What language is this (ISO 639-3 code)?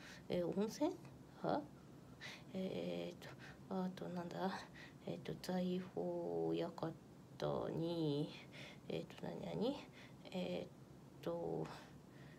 jpn